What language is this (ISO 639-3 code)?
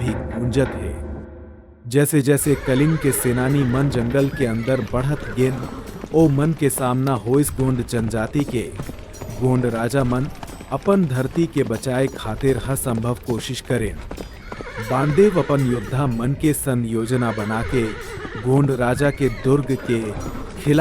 hne